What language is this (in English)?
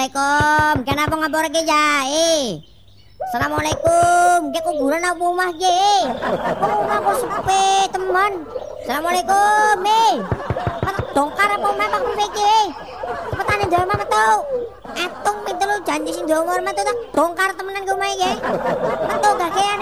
Javanese